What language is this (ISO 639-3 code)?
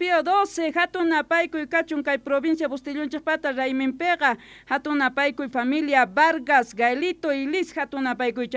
que